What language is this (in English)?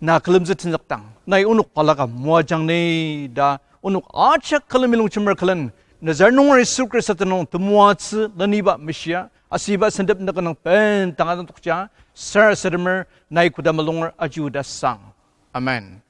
Ao Naga